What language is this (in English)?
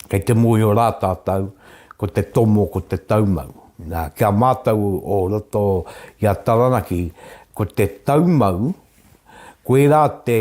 Māori